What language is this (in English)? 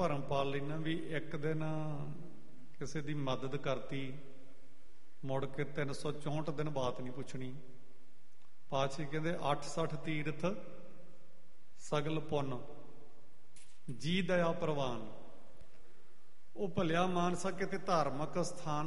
Punjabi